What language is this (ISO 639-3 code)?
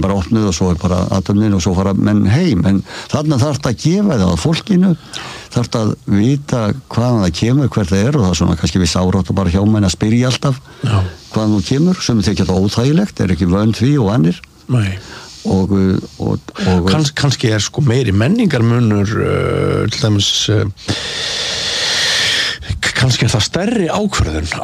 isl